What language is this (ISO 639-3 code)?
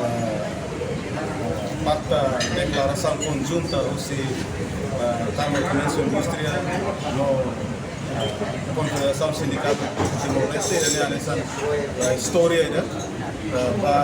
tet